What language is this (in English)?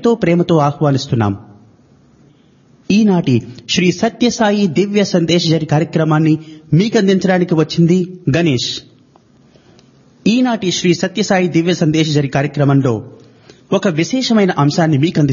Telugu